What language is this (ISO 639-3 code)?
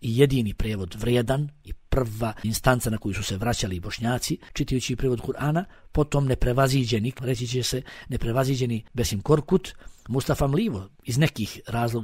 bos